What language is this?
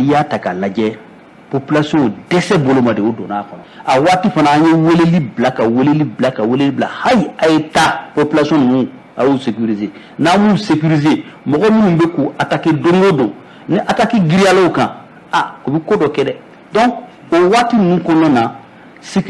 Bambara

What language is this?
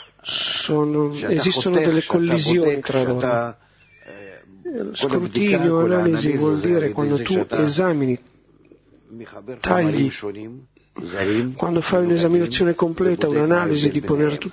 Italian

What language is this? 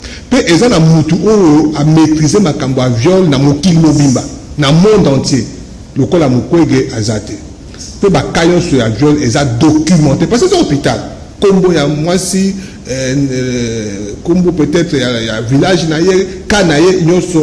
Lingala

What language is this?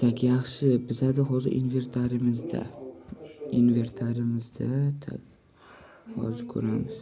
Uzbek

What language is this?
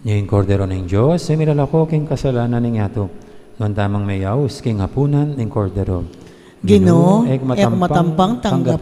Pampanga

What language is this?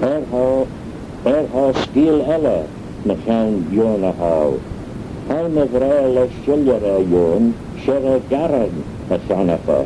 Manx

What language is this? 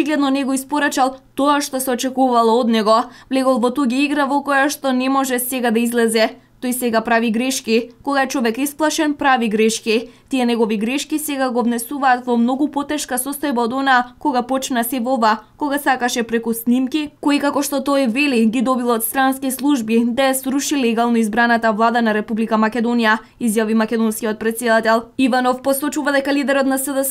Macedonian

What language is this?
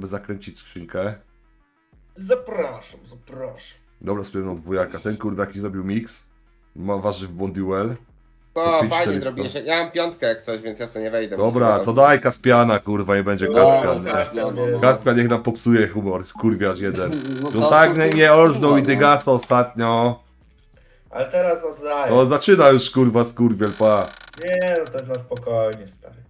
Polish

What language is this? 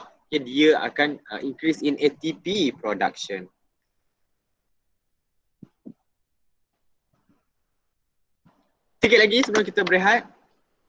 Malay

